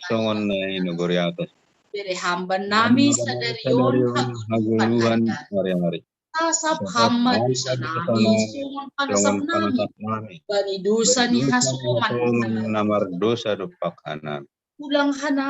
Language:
Batak Simalungun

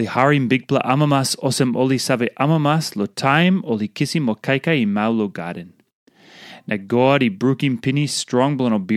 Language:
Tok Pisin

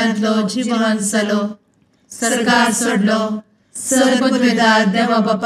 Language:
Konkani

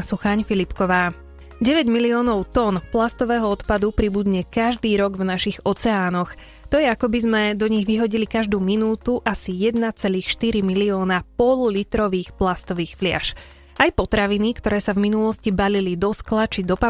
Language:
Slovak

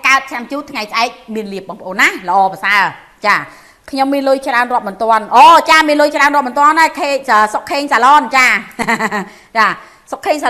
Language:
Khmer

